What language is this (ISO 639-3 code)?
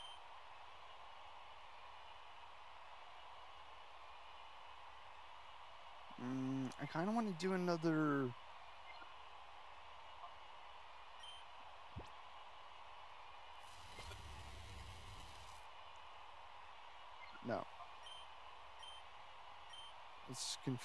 eng